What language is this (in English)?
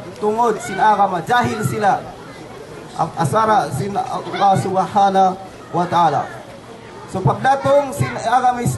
Yakan